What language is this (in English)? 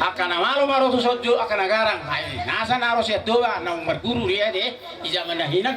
Batak Toba